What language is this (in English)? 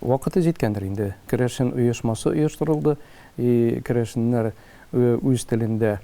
Tatar